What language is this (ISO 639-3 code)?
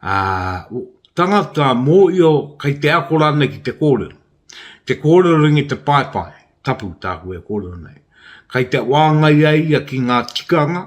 mri